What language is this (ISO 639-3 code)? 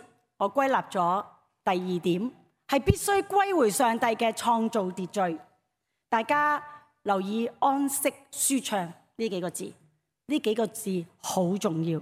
yue